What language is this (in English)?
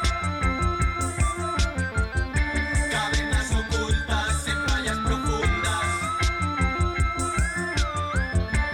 Basque